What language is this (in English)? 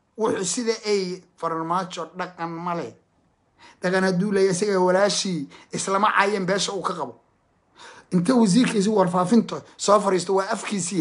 Somali